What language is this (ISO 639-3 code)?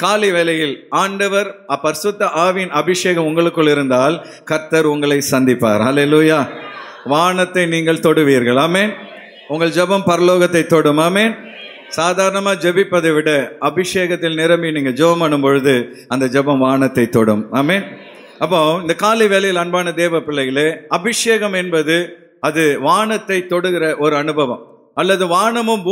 tam